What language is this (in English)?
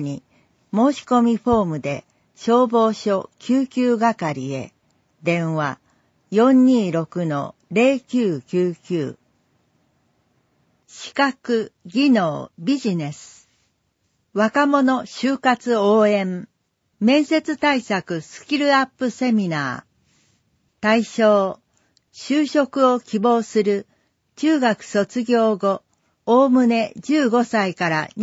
Japanese